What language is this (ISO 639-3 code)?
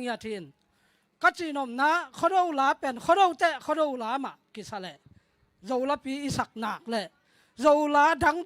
ctd